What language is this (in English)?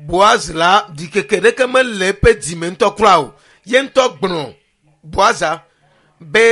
Ewe